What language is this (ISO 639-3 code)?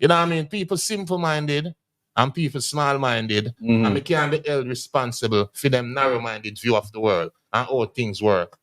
jam